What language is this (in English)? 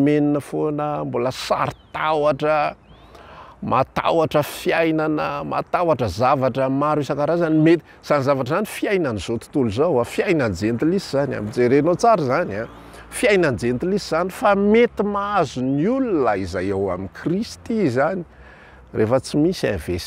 Malagasy